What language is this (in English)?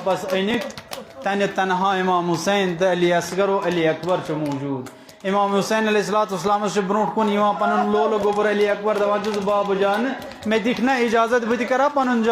Kashmiri